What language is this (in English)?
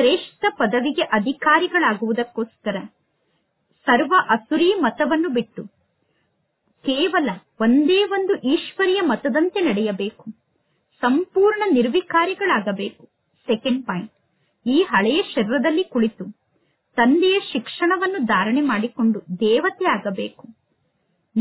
Kannada